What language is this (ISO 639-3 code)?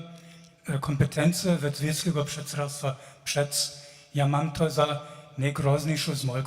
hsb